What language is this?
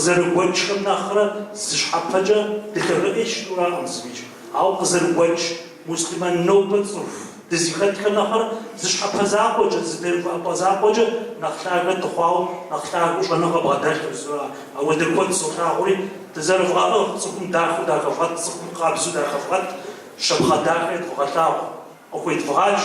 Kabardian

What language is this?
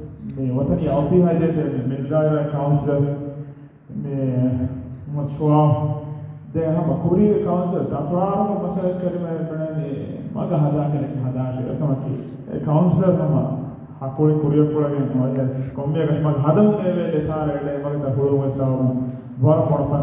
Divehi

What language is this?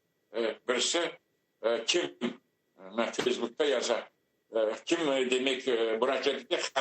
Crimean Tatar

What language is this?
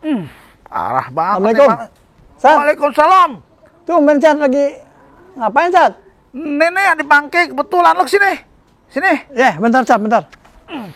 Betawi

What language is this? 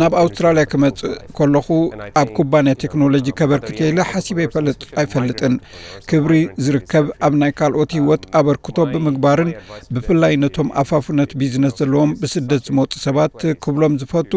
Tigrinya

